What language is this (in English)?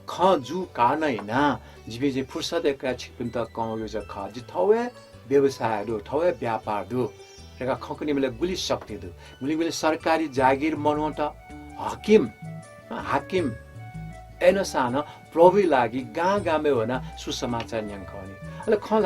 Newari